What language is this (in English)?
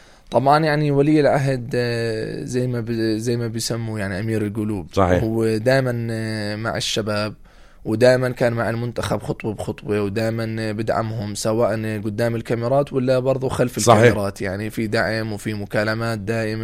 North Levantine Arabic